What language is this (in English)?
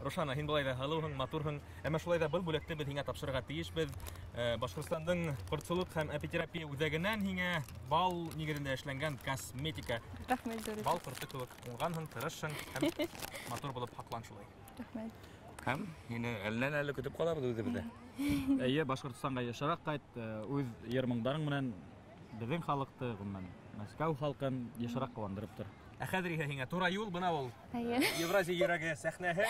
Bashkir